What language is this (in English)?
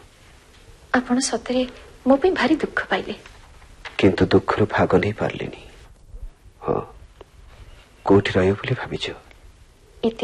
Odia